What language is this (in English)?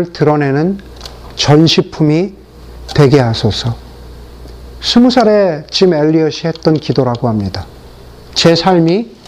Korean